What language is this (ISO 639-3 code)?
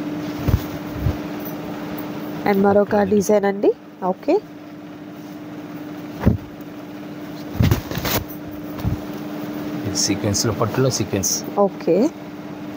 tel